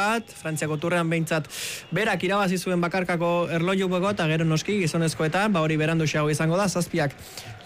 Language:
Basque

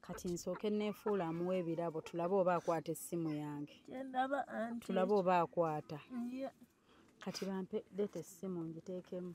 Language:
Ganda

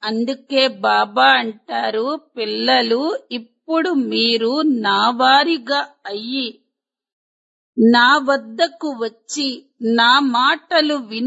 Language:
Telugu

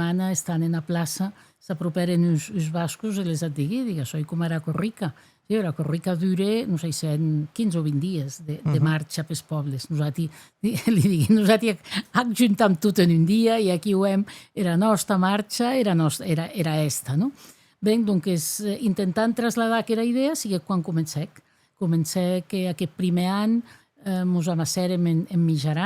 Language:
Occitan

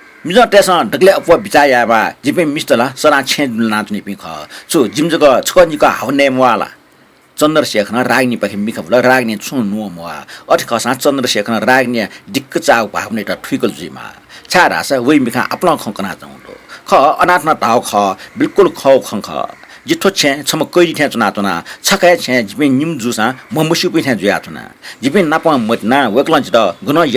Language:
Newari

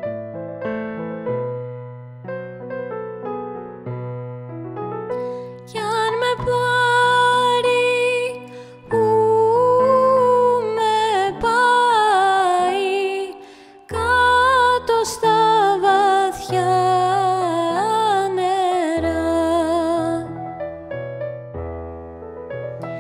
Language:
Greek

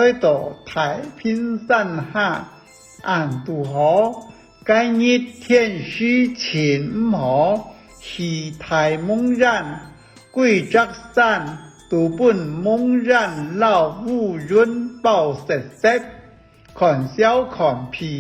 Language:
Hakka Chinese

